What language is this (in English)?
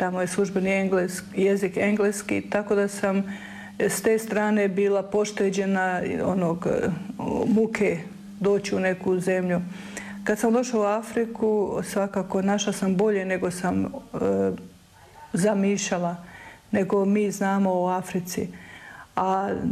Croatian